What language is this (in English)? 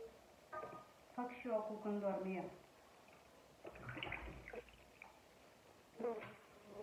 Romanian